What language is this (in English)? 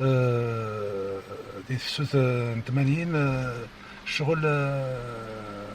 Kabyle